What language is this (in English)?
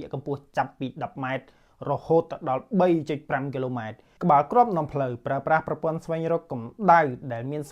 Khmer